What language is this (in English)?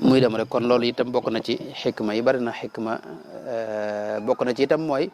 Wolof